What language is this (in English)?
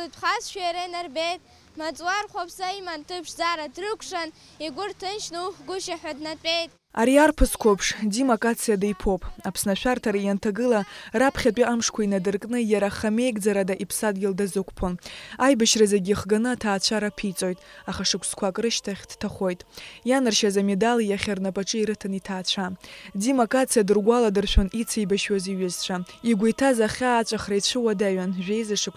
Abkhazian